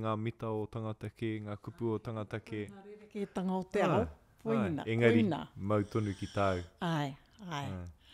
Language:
Māori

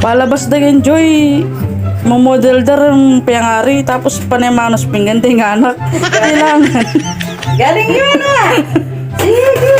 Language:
Pampanga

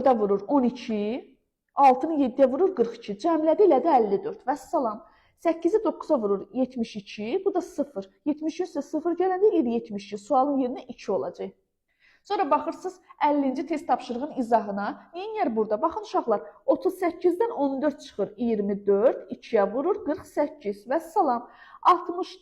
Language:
Azerbaijani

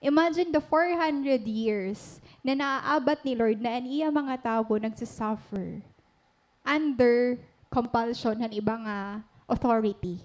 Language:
Waray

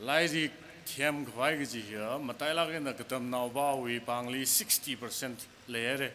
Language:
Tangkhul Naga (India)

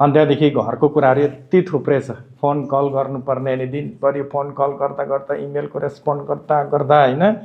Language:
Nepali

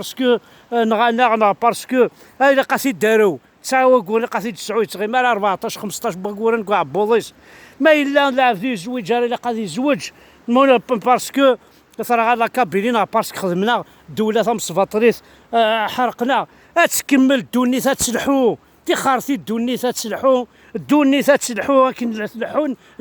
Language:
Kabyle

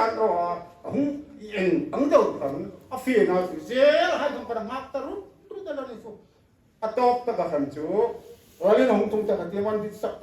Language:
Hmar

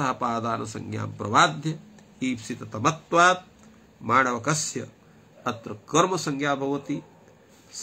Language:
Sanskrit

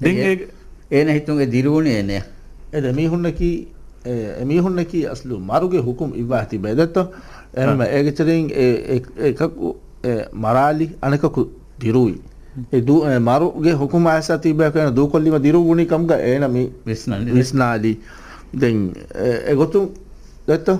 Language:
Divehi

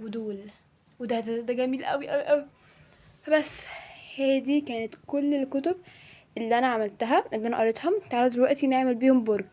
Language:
Egyptian Arabic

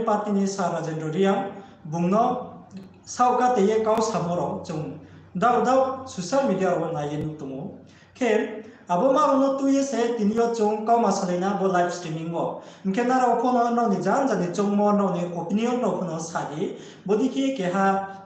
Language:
Riang (India)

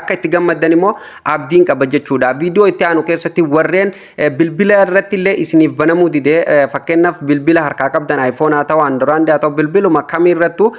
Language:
Oromo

